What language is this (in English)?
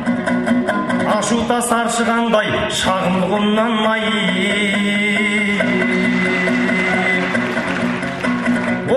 Kazakh